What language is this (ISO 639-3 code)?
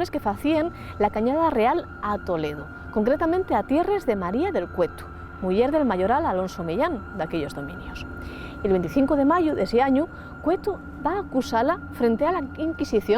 ast